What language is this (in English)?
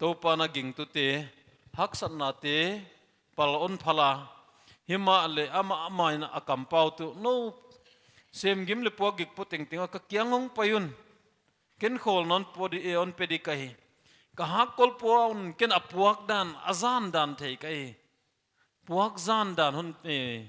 Paite Chin